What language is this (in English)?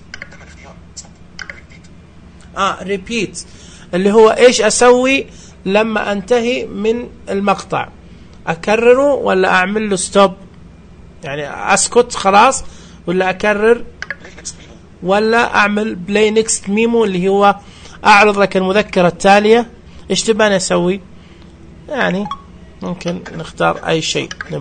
Najdi Arabic